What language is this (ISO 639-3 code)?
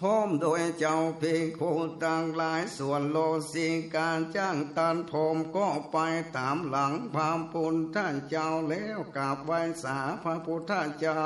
nod